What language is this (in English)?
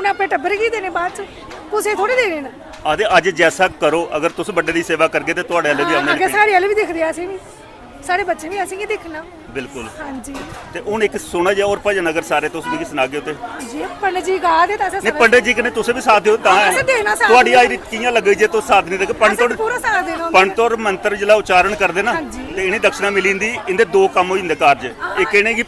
Dogri